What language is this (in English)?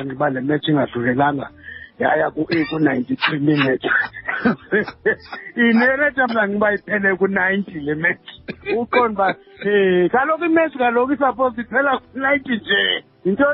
Xhosa